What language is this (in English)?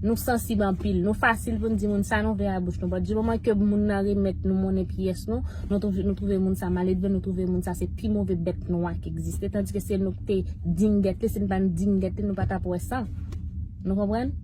Haitian Creole